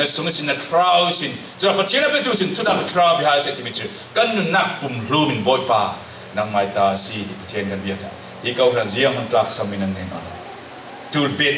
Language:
Falam Chin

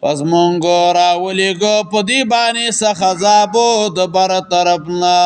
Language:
Pashto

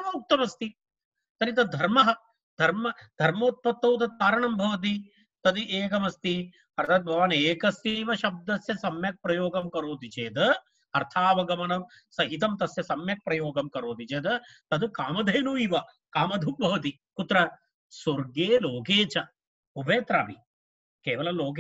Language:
Sanskrit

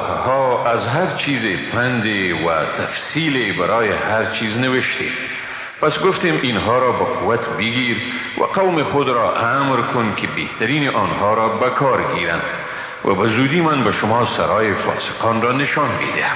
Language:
Persian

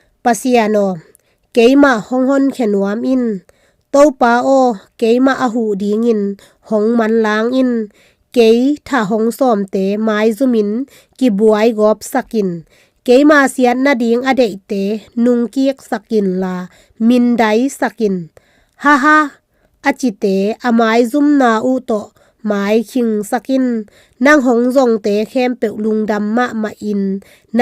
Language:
Tedim Chin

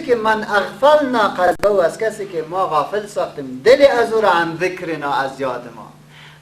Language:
Persian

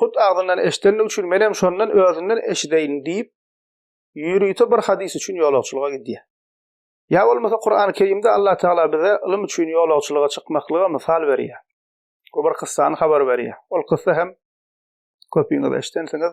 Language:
Turkmen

